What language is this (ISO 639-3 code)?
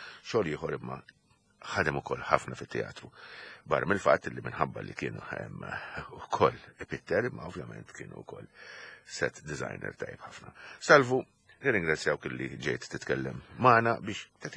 mlt